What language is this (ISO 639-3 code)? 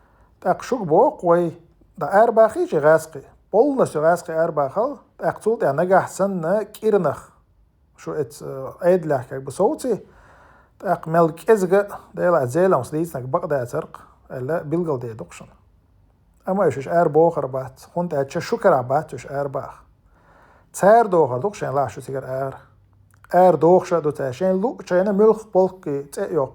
che